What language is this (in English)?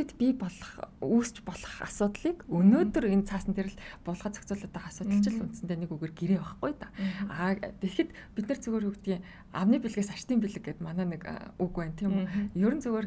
Mongolian